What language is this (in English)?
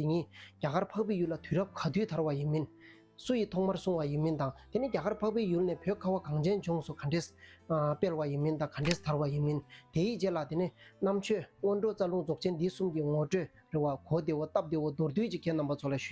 Tibetan